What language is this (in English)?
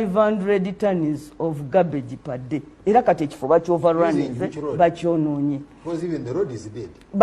Ganda